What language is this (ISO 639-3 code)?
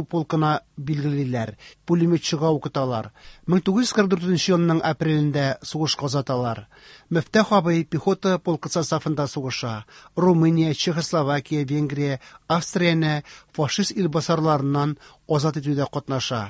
tat